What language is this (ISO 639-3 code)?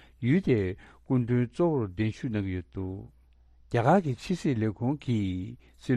bod